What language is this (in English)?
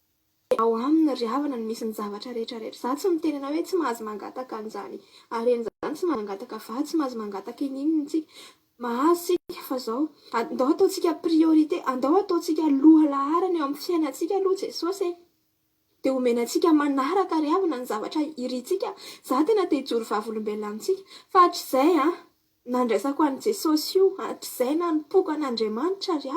Malagasy